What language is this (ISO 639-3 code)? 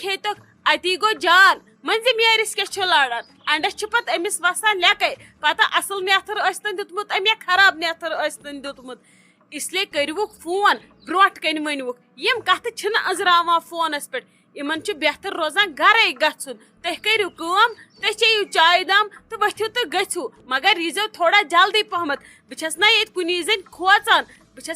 kas